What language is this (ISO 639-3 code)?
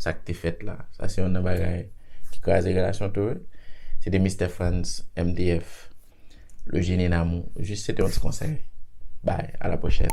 hat